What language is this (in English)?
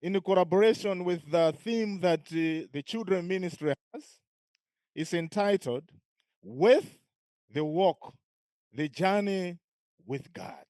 English